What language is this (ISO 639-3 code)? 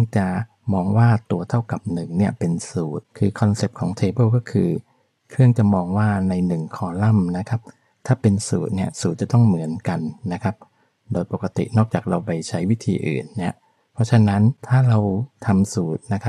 tha